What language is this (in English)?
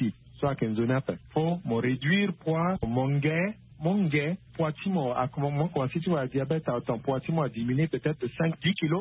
Sango